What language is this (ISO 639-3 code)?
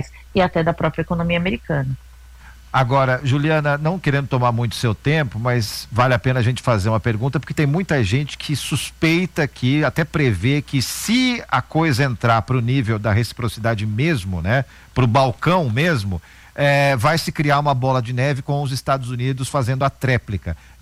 por